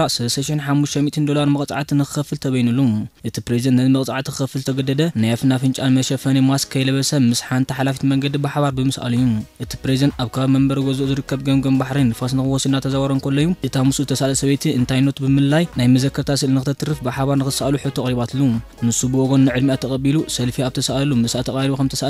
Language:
Tigrinya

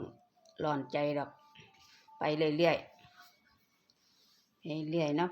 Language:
Northeastern Thai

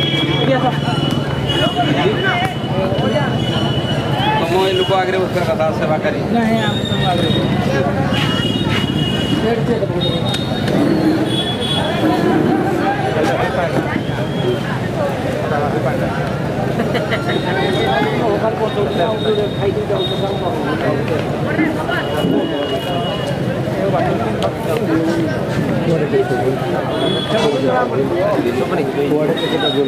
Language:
Hindi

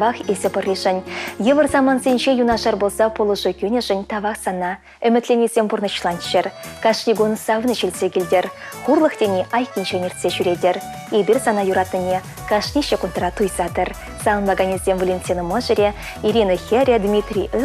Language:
Chuvash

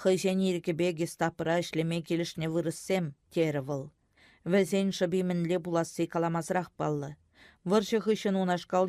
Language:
Chuvash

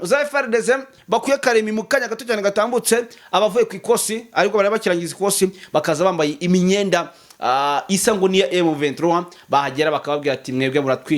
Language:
Kinyarwanda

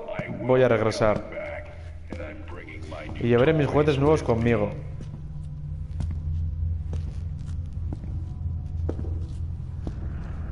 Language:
Basque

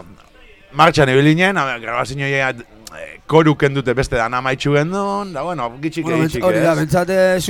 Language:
Basque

